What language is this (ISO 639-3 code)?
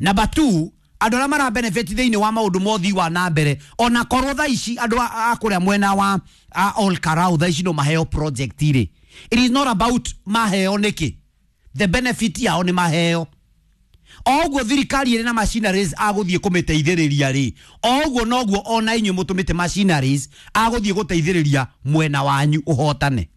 kik